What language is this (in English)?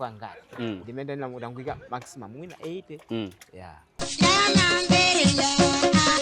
Nyanja